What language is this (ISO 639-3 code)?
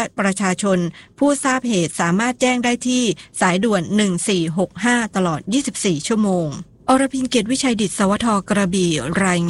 tha